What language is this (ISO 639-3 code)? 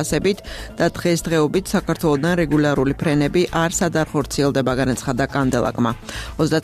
kat